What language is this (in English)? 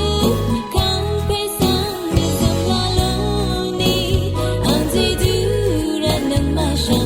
Rawang